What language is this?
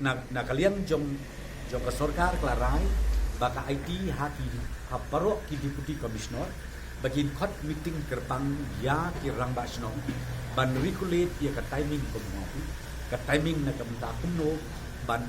Khasi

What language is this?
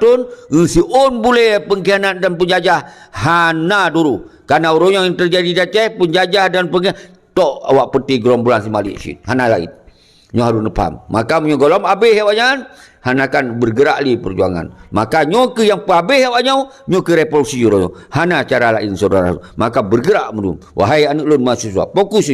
Achinese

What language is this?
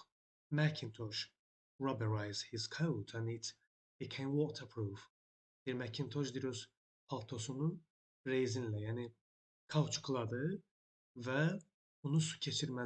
Azerbaijani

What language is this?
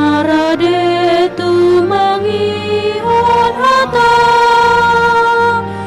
Batak Toba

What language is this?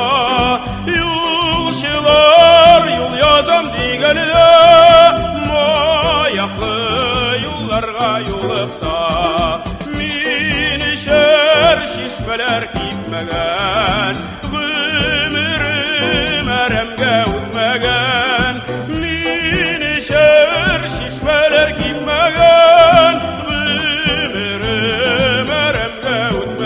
Tatar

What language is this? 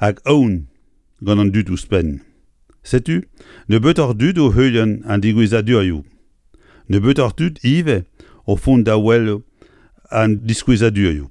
Breton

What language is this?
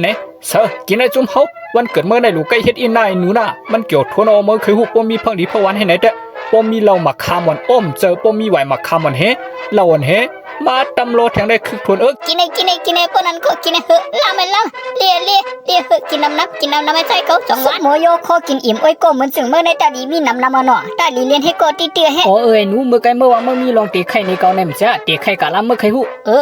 Shan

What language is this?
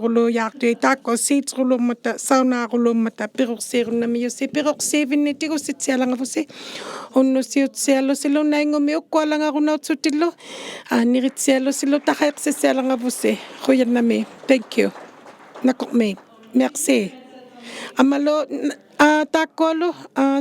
Inuktitut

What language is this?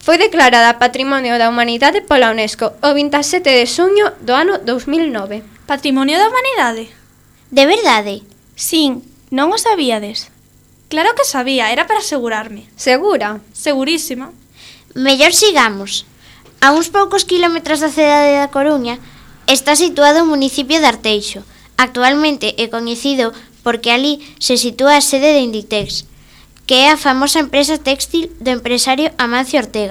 Galician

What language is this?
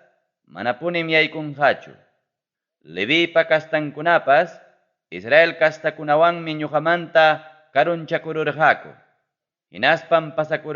Ayacucho Quechua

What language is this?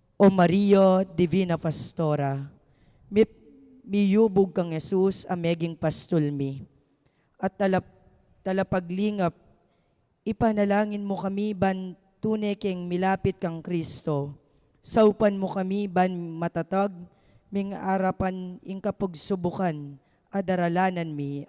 Pampanga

